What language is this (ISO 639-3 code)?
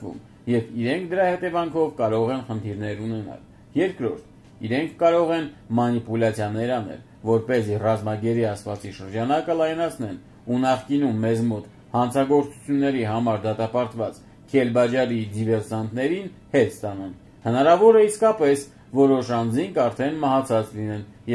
hye